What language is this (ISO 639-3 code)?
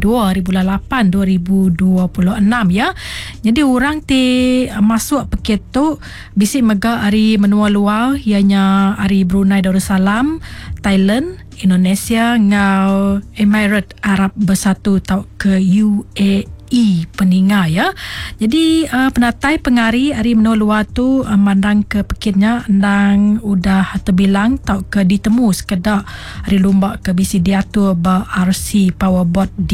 iba